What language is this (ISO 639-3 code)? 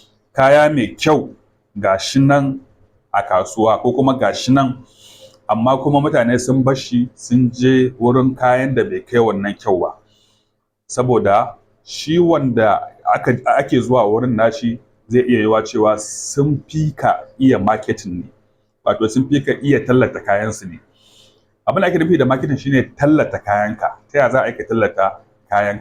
hau